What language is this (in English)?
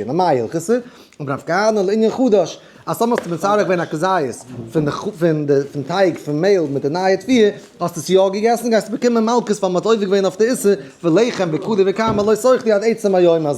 Yiddish